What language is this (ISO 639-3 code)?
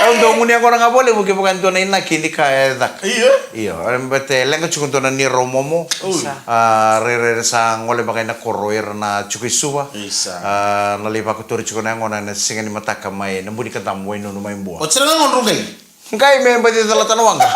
fij